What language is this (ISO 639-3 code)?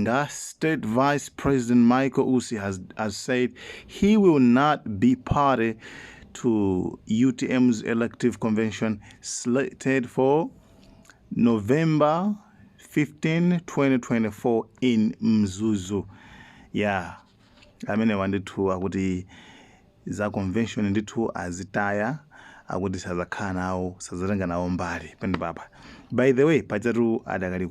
nya